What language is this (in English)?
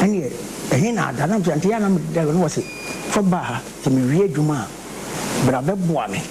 Akan